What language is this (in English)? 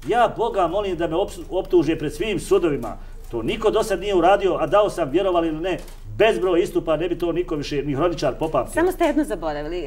Serbian